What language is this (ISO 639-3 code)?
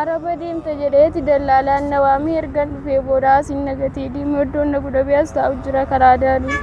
orm